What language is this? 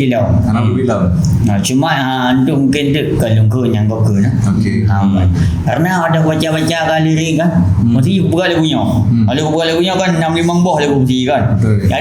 Achinese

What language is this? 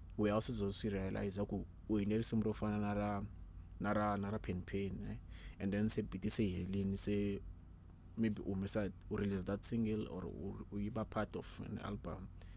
Tsonga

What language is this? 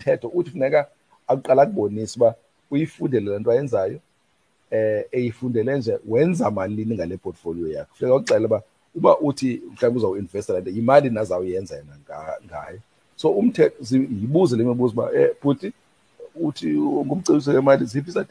Xhosa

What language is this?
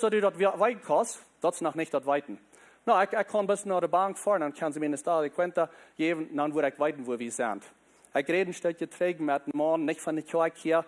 Plautdietsch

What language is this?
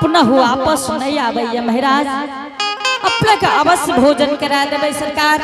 Angika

